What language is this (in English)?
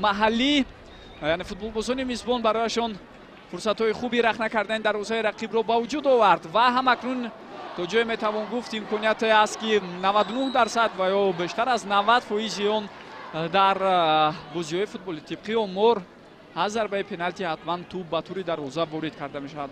Tajik